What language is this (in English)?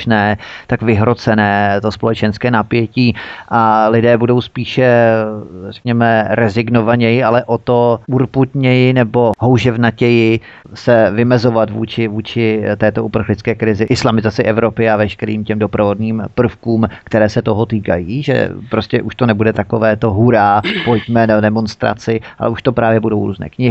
Czech